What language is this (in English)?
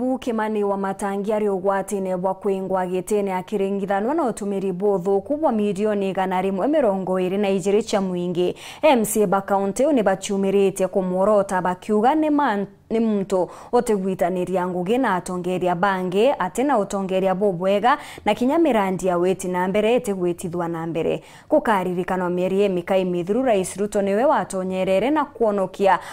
Meru